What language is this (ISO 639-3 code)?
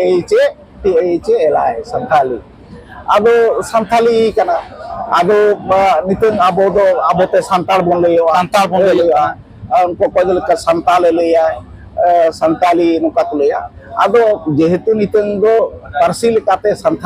sat